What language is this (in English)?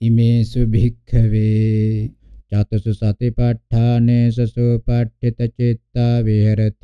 Pali